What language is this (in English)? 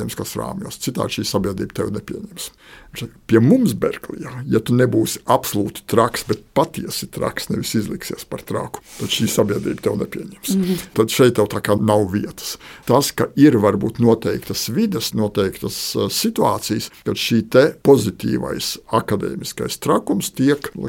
Latvian